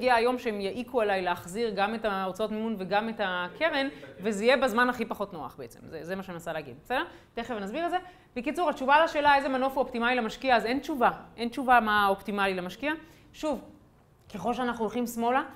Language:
Hebrew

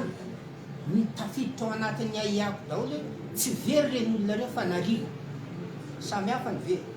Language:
Malagasy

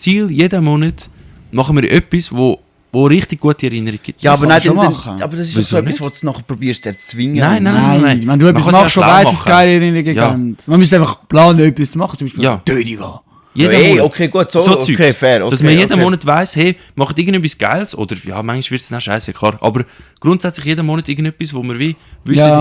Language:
Swiss German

